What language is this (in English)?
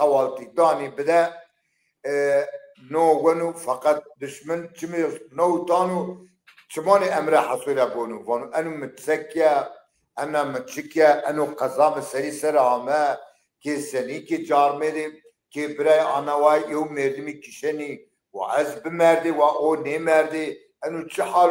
Zaza